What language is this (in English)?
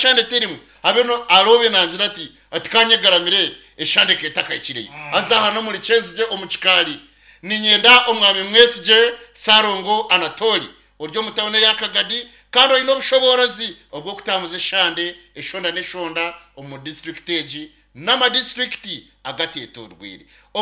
Nyankole